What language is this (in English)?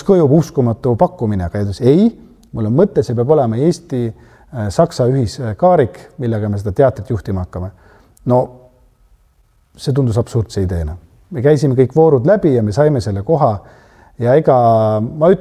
Estonian